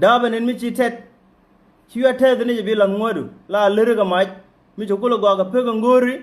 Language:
Nuer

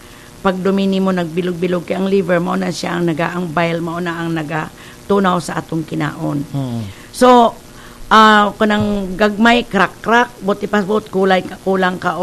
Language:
Cebuano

